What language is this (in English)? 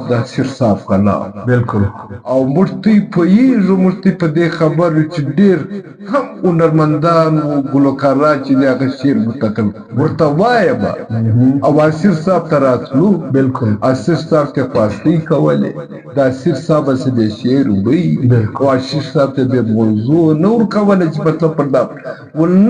Pashto